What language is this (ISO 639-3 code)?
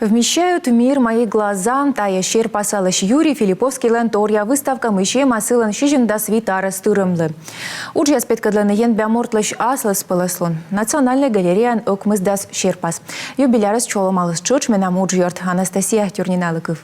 kom